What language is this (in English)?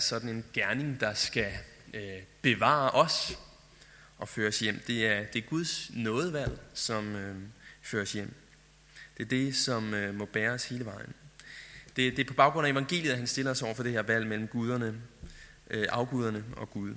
Danish